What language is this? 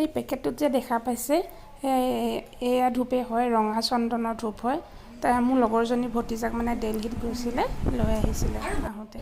Assamese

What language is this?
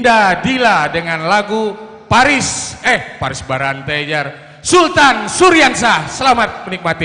Banjar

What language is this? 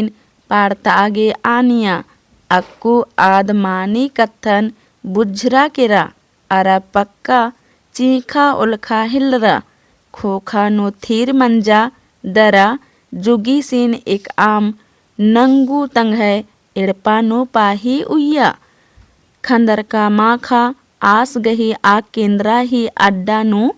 Kurukh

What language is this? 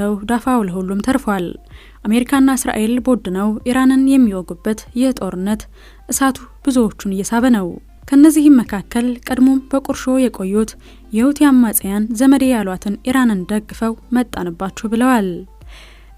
Amharic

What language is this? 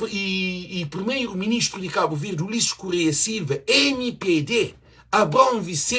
Kabuverdianu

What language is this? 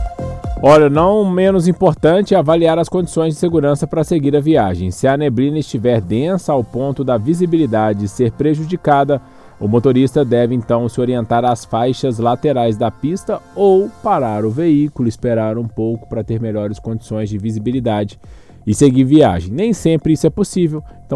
Portuguese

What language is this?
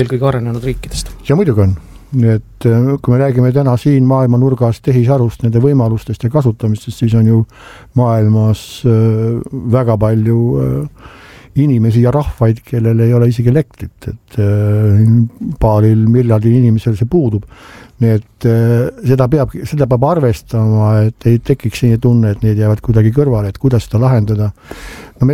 Estonian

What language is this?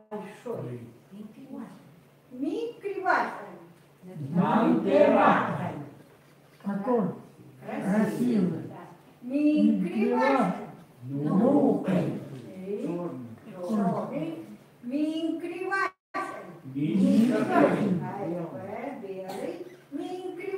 Chukot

